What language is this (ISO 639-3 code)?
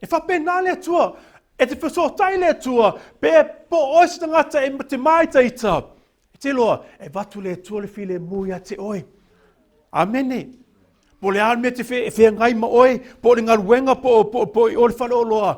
smo